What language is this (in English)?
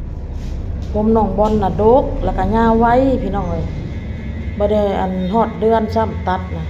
Northeastern Thai